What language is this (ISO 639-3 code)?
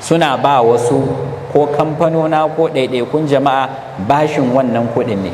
hau